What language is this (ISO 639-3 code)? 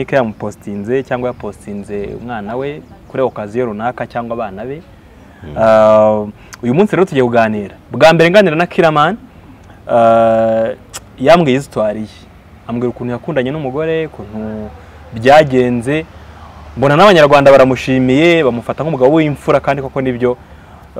kin